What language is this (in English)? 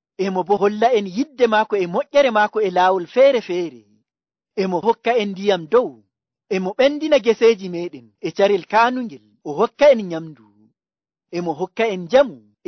Nigerian Fulfulde